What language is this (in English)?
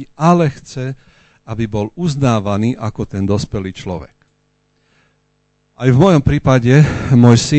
Slovak